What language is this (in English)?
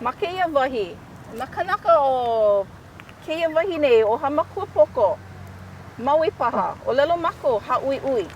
Hawaiian